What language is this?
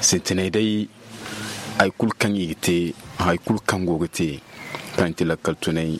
Zarma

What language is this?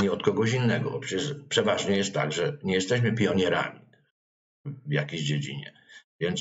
Polish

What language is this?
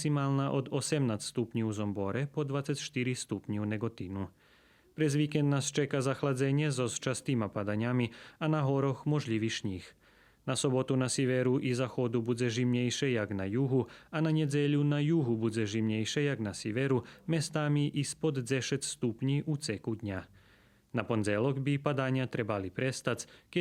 Rusyn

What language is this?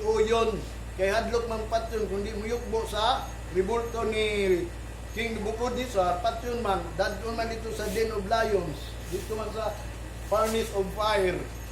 Cebuano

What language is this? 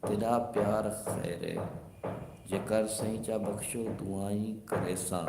Saraiki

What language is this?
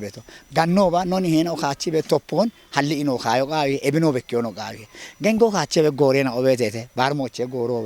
Kafa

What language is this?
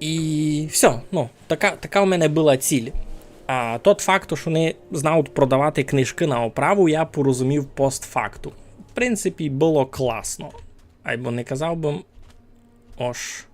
Rusyn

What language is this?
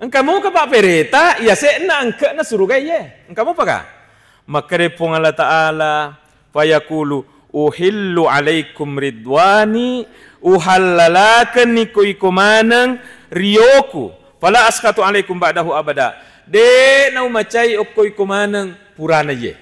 Buginese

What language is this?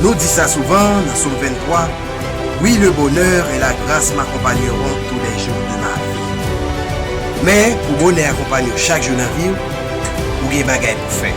Haitian Creole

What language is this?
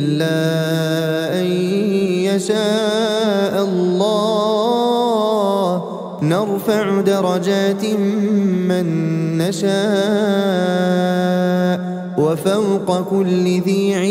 Arabic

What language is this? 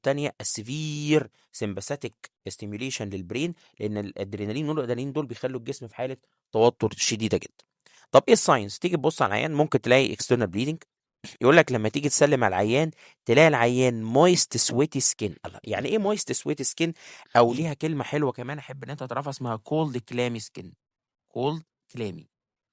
Egyptian Arabic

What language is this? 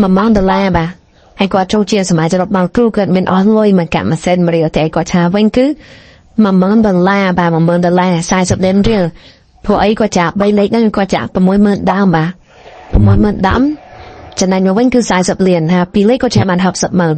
Khmer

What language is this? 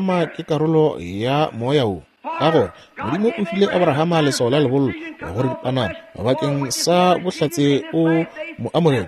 Northern Sotho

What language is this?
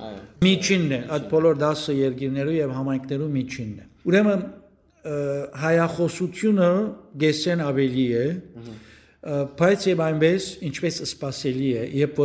Western Armenian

